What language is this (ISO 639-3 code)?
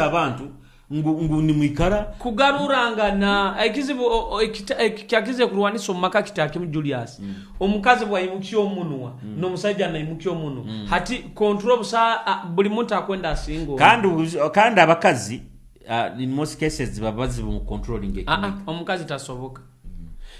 nyo